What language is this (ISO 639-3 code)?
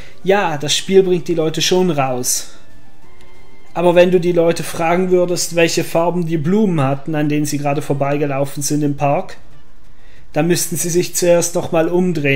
deu